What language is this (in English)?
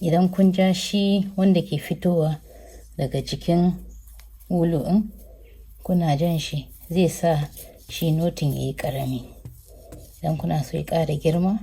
Hausa